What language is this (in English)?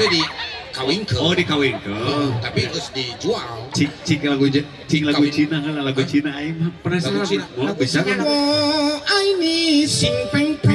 Sundanese